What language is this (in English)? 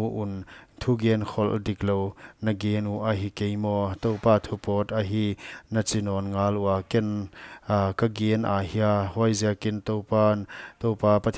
Paite Chin